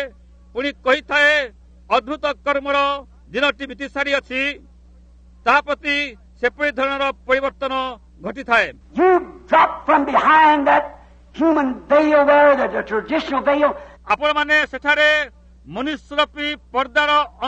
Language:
Odia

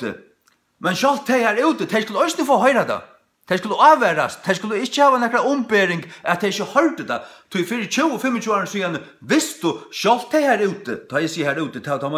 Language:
Faroese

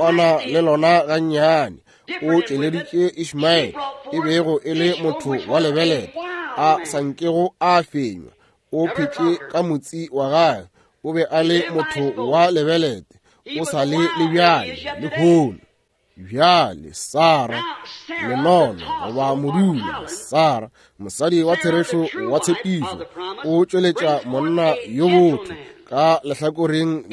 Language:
Northern Sotho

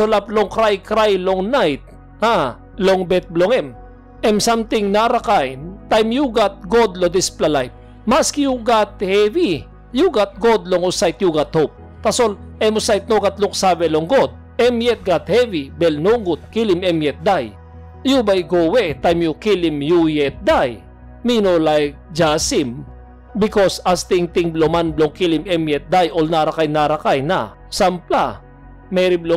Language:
Tok Pisin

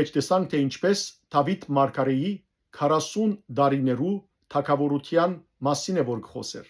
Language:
Western Armenian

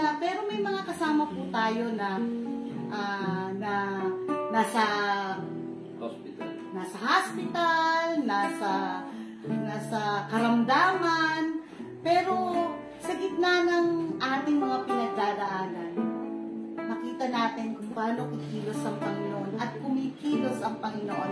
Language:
Filipino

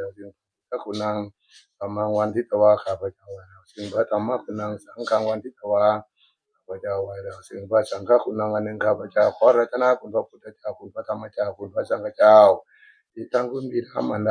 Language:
Northeastern Thai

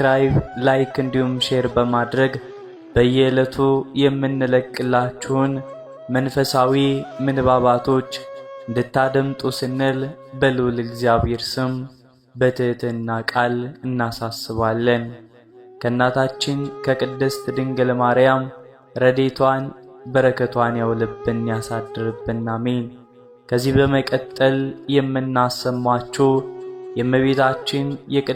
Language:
Amharic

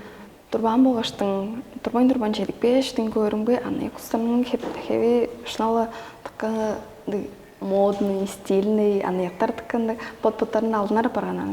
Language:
Tuvinian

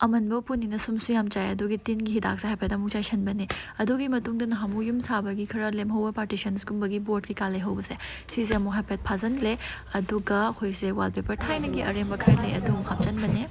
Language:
Manipuri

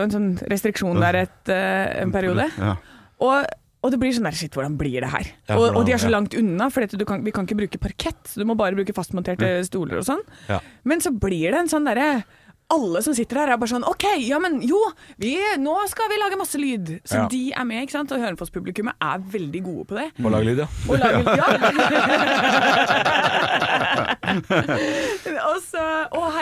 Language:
Norwegian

